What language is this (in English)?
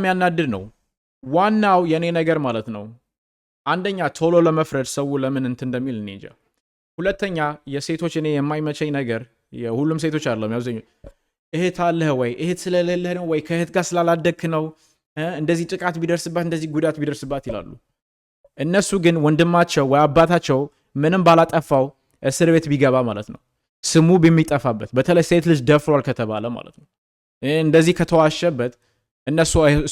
Amharic